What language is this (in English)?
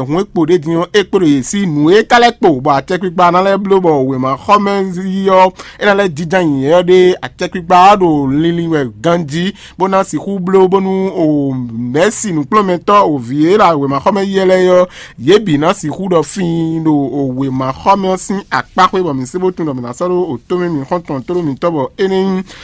Fon